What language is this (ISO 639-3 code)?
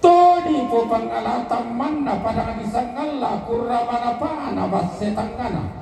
sda